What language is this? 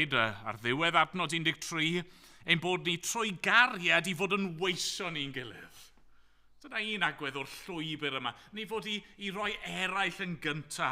Welsh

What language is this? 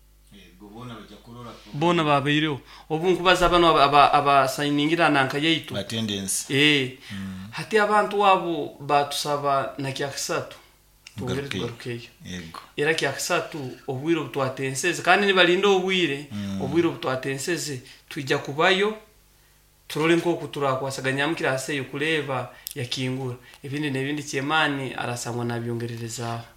Nyoro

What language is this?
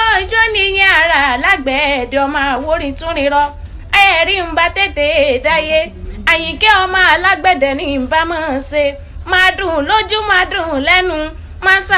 Yoruba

